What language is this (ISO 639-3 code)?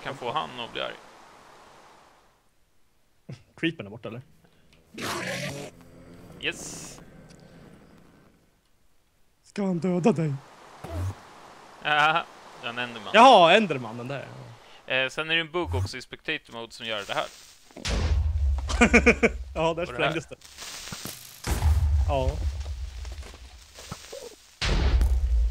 swe